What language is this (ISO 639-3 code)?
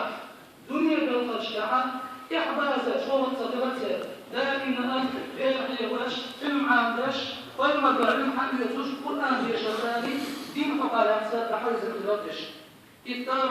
che